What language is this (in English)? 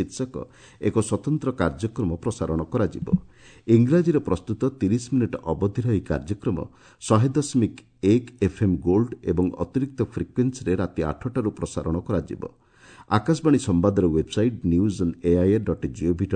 Odia